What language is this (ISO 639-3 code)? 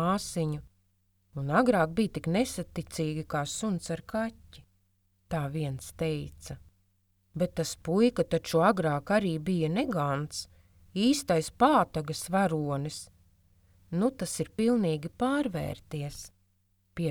lav